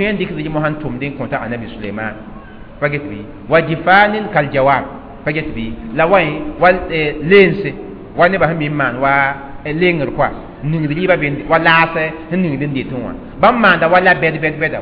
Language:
Mossi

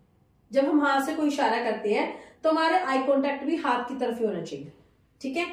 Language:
Hindi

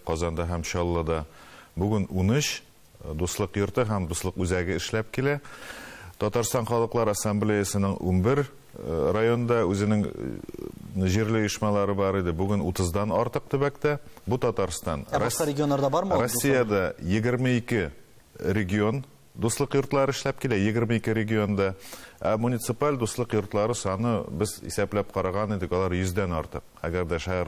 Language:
Tatar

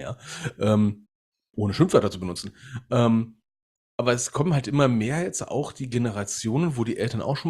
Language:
German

